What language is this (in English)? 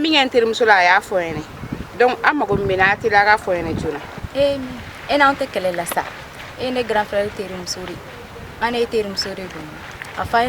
Bambara